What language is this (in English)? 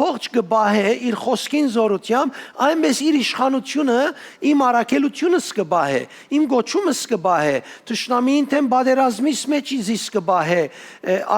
Western Armenian